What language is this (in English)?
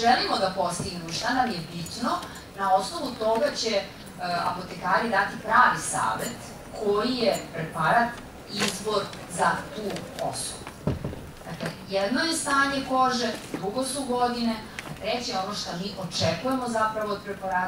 Serbian